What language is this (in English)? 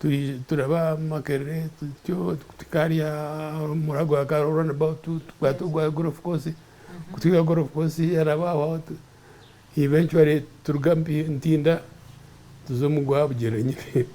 Nyankole